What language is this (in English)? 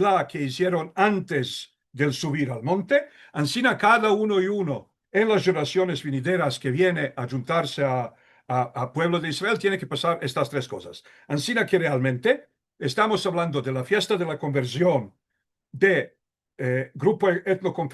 Ladino